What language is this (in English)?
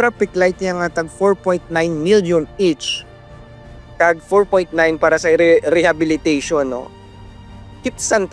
Hiligaynon